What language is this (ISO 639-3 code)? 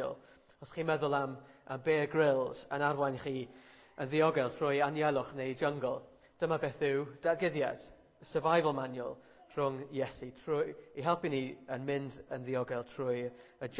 cym